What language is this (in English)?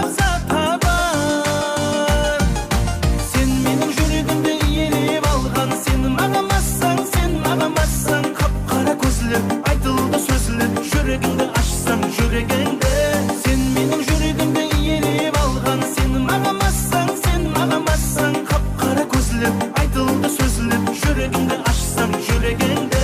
Kara-Kalpak